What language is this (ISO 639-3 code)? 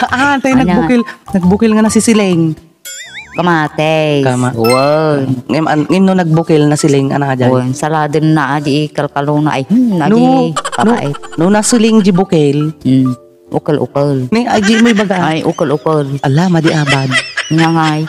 ilo